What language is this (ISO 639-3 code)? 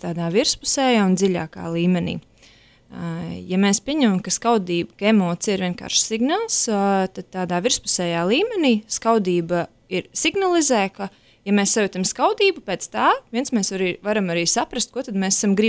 lav